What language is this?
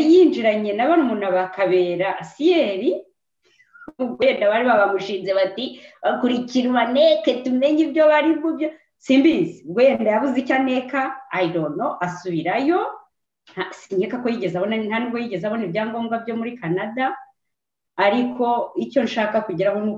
Kinyarwanda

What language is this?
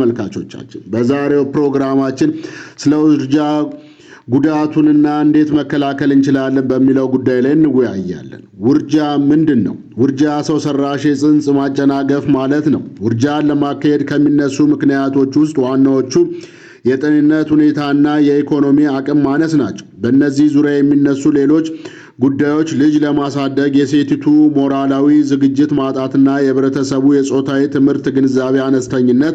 Amharic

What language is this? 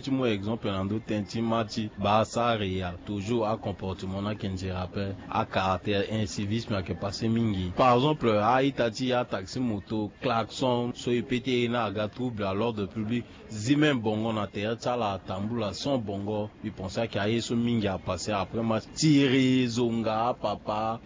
Sango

